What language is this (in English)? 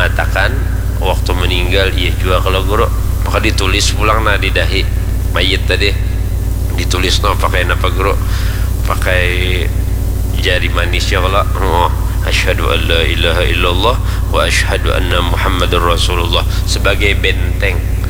Banjar